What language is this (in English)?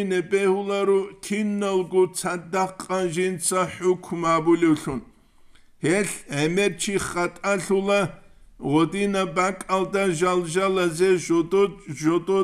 Avaric